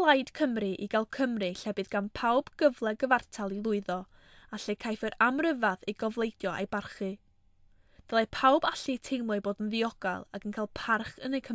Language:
Welsh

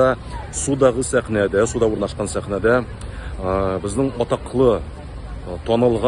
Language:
Tatar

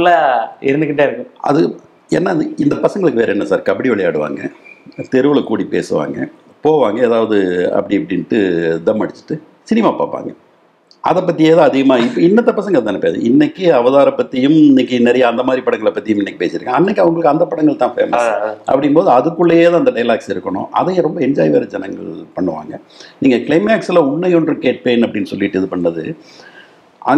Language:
Tamil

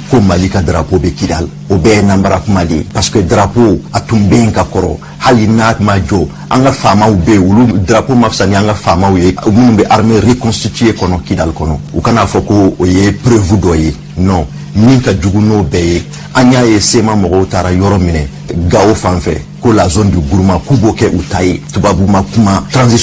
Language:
Bambara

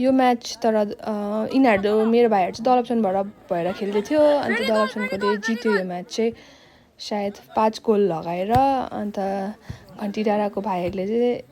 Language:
Nepali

